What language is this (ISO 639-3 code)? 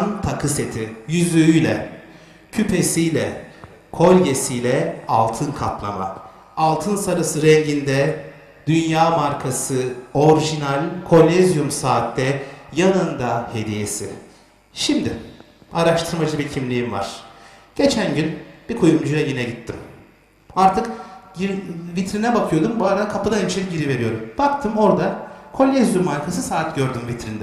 tur